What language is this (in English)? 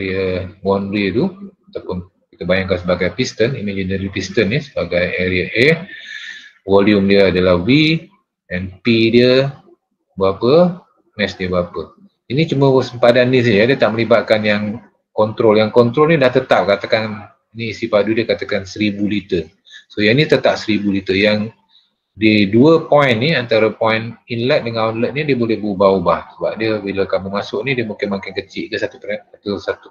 Malay